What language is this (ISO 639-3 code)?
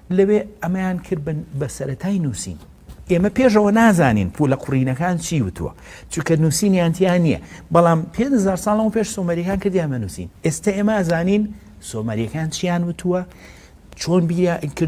ckb